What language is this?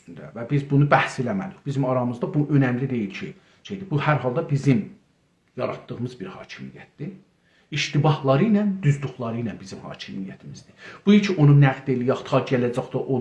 South Azerbaijani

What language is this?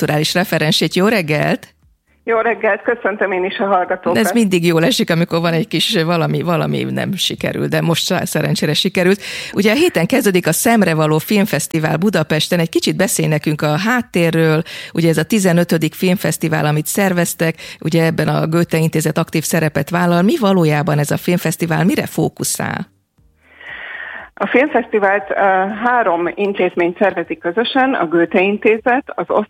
Hungarian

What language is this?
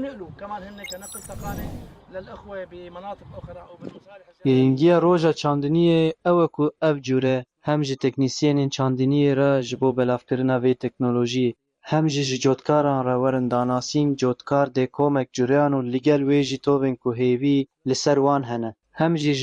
Kurdish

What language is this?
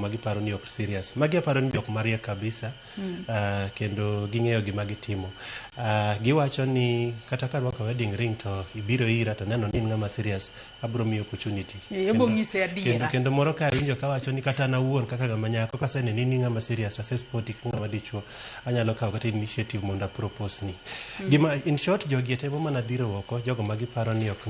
Luo (Kenya and Tanzania)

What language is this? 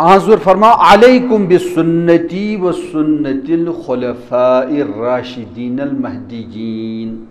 Kashmiri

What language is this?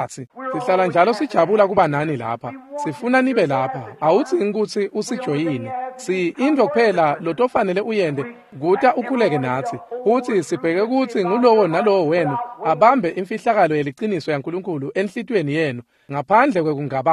Swati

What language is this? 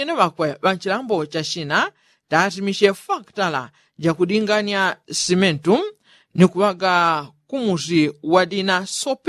Yao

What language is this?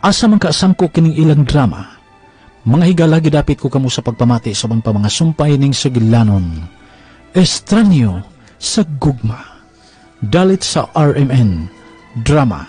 Cebuano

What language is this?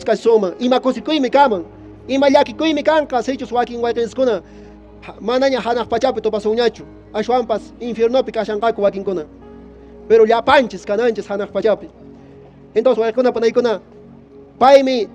Quechua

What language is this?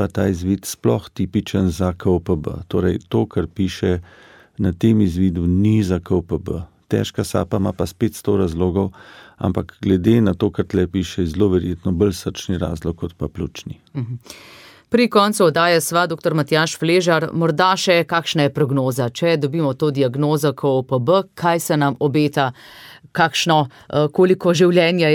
Slovenian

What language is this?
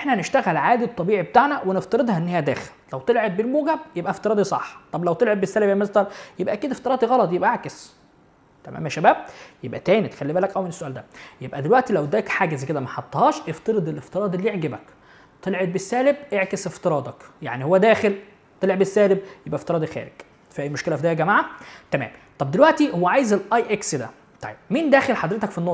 Egyptian Arabic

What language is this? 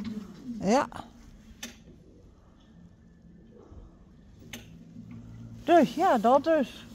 Dutch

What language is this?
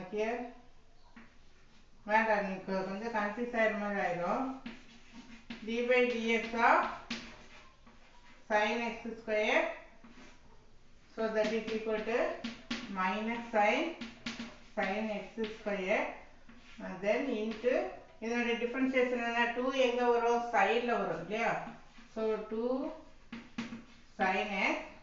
Tamil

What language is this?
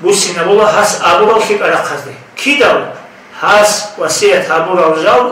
Avaric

